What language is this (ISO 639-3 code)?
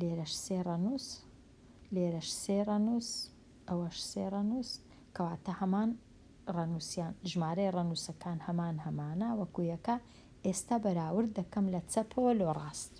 ckb